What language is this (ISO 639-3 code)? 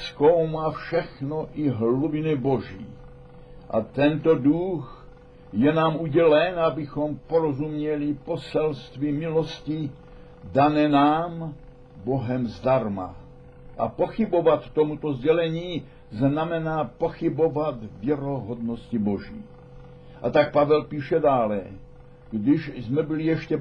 ces